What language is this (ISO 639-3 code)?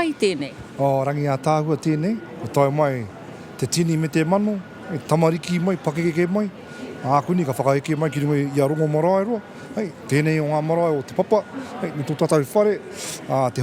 mri